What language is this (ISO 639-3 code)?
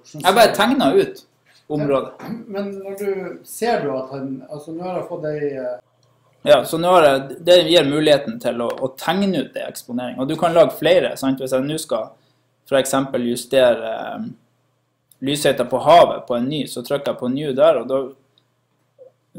nor